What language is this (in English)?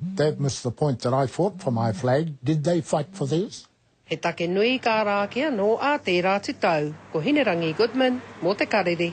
Māori